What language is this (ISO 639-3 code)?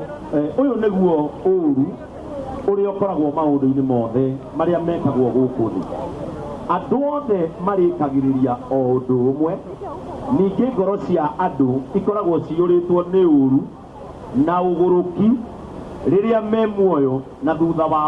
kik